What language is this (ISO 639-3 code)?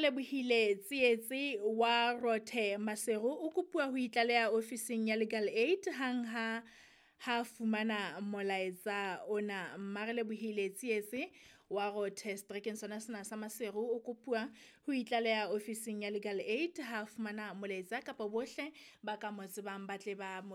sot